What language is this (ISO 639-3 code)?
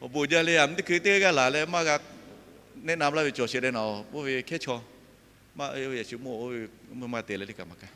lhu